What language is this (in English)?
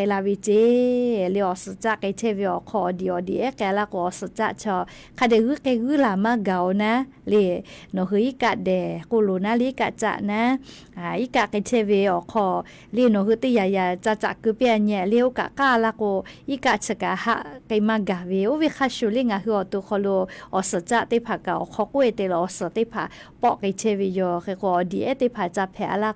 Lahu